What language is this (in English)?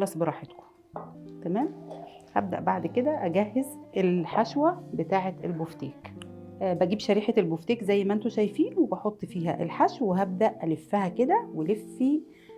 Egyptian Arabic